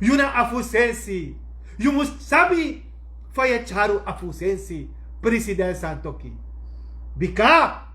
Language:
Sranan Tongo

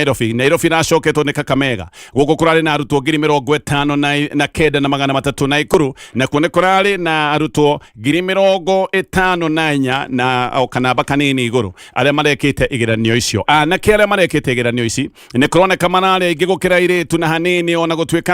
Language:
Kikuyu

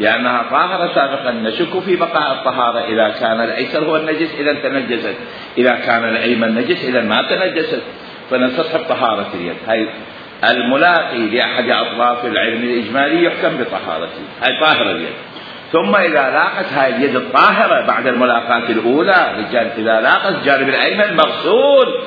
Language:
Mesopotamian Arabic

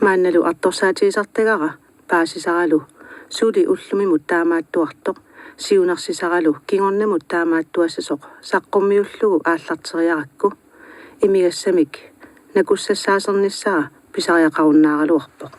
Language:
Kalaallisut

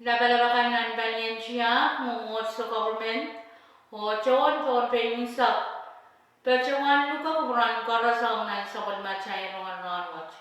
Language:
Pohnpeian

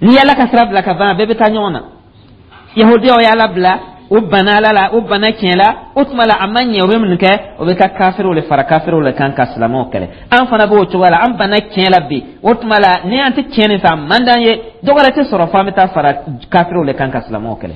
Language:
Dyula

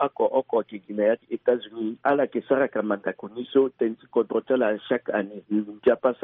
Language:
Sango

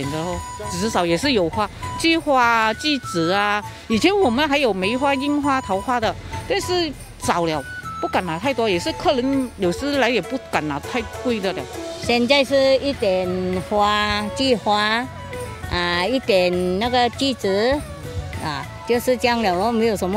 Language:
Chinese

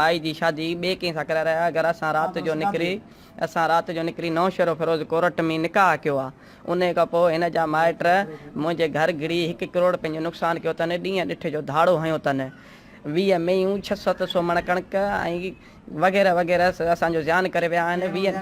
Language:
Sindhi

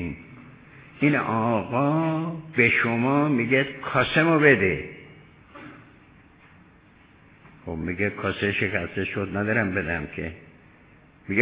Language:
Persian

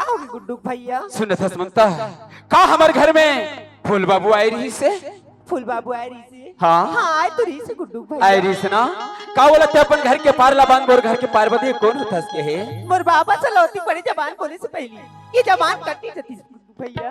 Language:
Chhattisgarhi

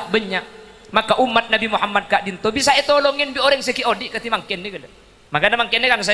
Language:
Madurese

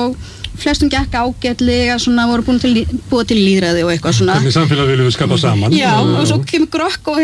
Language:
Icelandic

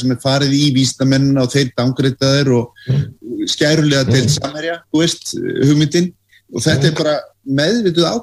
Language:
Icelandic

